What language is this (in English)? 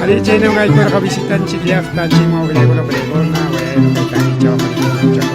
Ayacucho Quechua